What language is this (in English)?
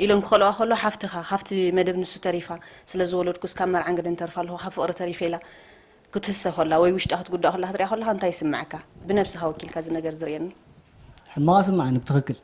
Tigrinya